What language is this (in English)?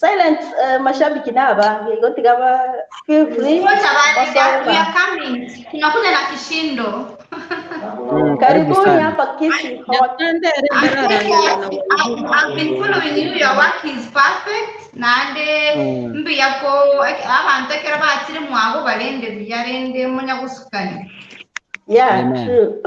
Gusii